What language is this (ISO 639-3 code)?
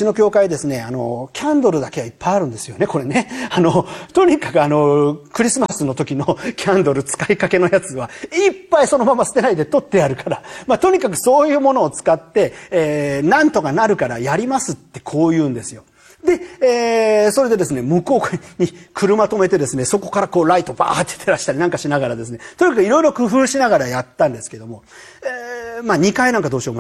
jpn